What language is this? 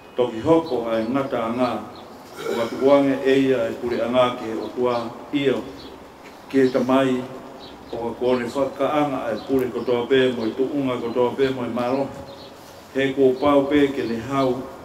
Tongan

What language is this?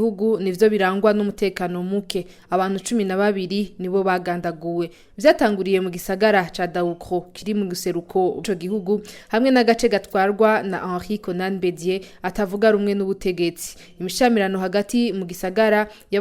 Rundi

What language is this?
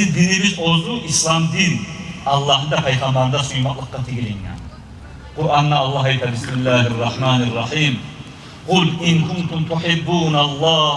Kumyk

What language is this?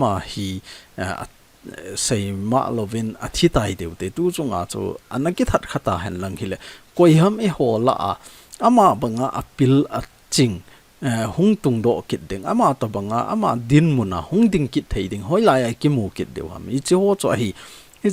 Thado Chin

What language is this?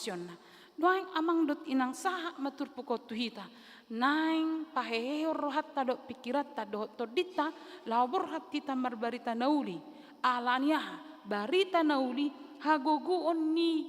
Batak Toba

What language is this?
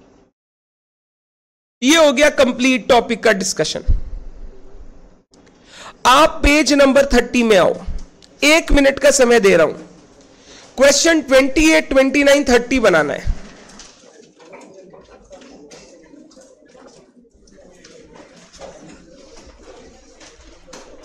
Hindi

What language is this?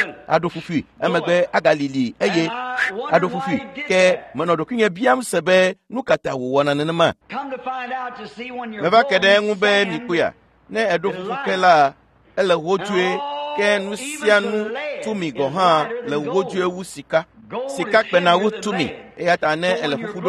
Ewe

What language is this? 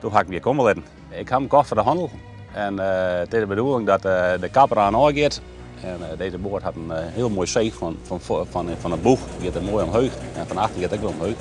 Western Frisian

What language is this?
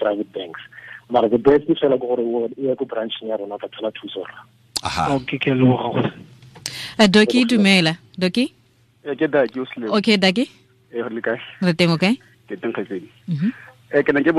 Tswana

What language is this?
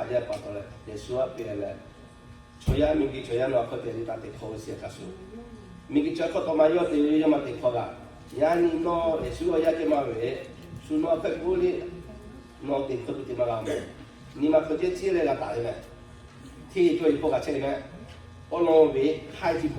Lahu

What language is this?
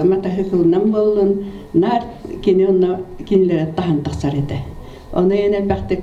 Yakut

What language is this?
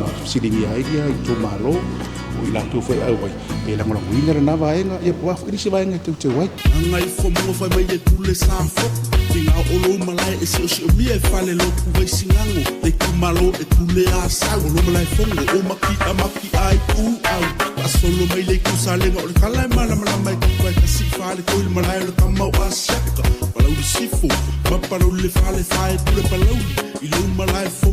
Samoan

